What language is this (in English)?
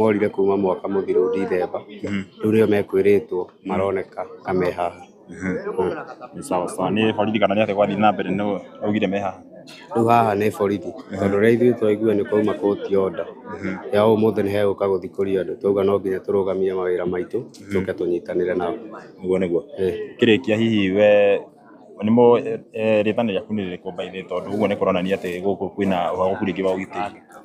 Kikuyu